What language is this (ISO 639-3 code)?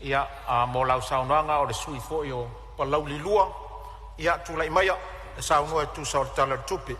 smo